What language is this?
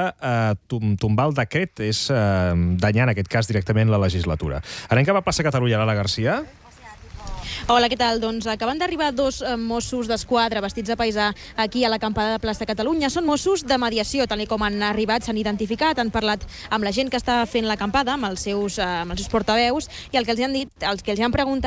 Catalan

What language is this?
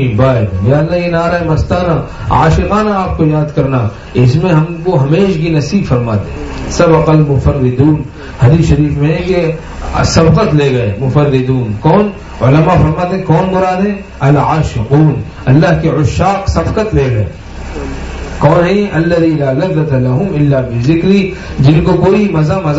Urdu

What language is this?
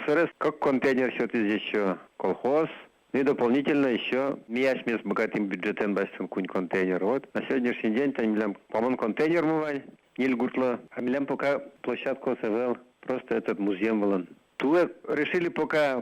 Udmurt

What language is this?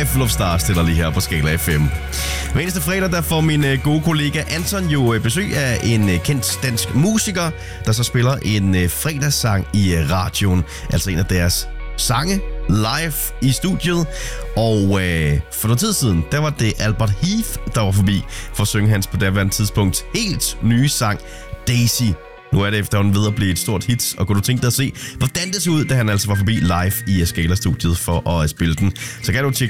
Danish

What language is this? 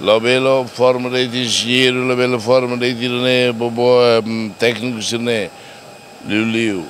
Tetum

